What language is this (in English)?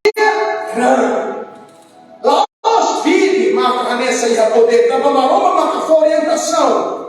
Tetum